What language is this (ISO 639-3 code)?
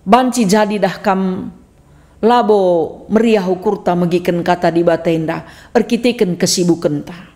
btx